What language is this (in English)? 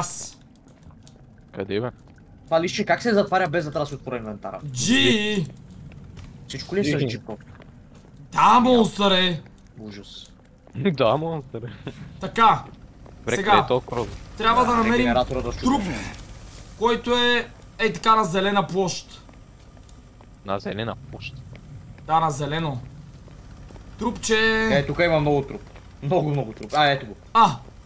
Bulgarian